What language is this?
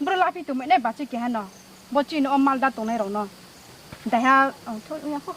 Riang (India)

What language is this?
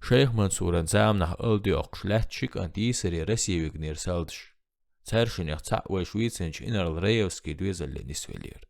Chechen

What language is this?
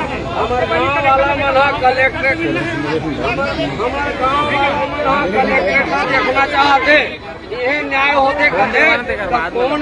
Chhattisgarhi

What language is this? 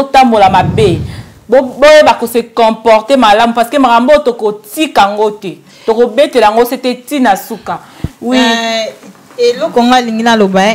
Lingala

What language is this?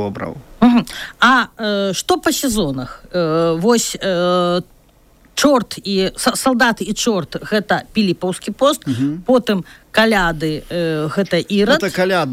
Belarusian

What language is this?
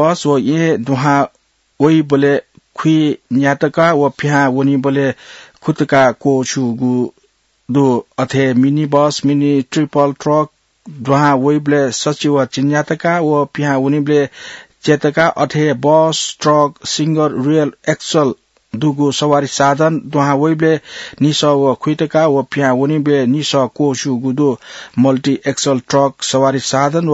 Newari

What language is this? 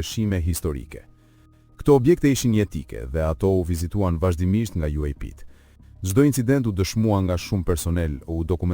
Albanian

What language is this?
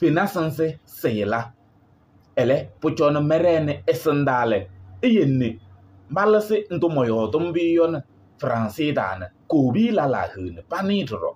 Kabiyè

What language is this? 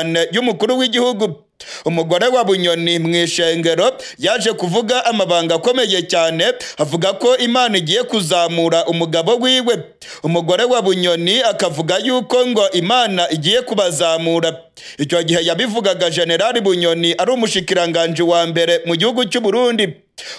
Kinyarwanda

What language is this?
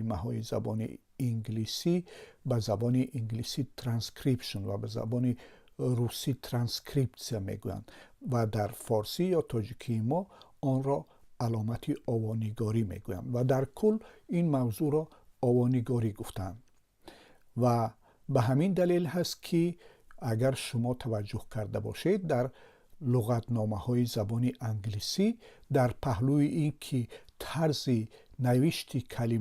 Tajik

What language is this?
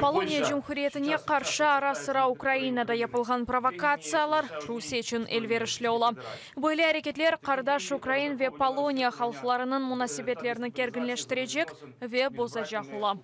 Crimean Tatar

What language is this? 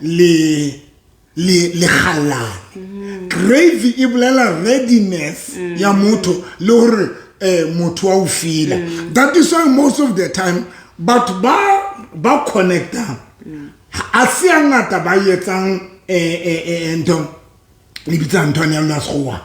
Southern Sotho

